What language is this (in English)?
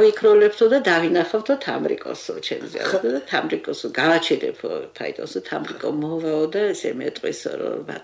Georgian